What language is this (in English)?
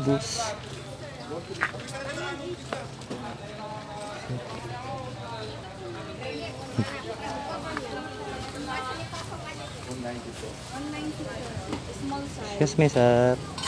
Filipino